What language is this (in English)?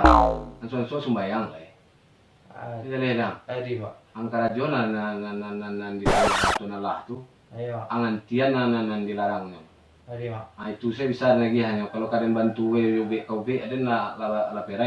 Minangkabau